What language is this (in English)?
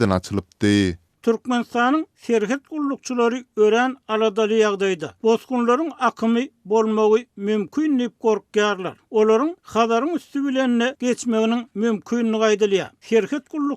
Turkmen